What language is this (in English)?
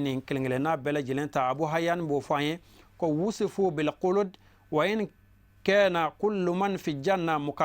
Bambara